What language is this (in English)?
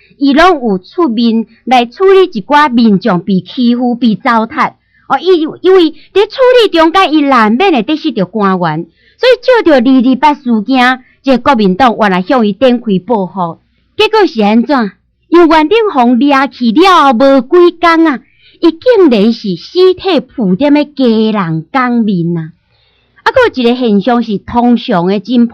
Min Nan Chinese